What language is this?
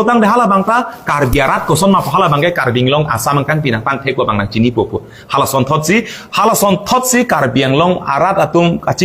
Karbi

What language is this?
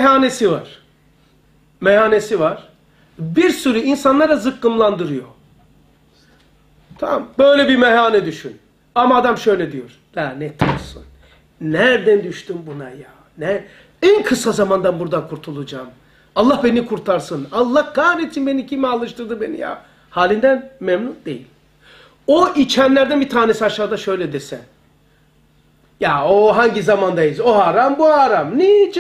Turkish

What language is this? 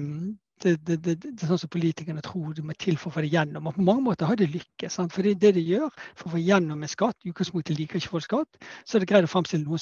Norwegian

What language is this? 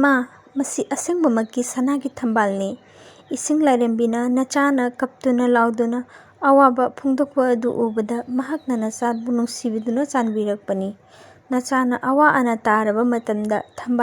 Manipuri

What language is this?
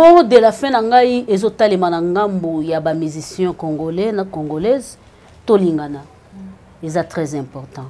Lingala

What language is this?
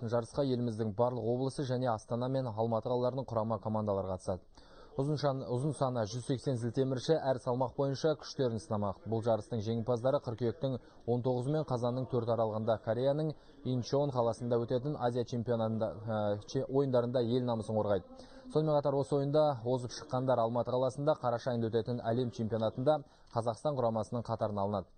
Kazakh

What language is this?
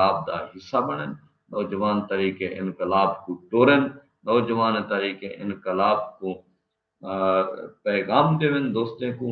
Saraiki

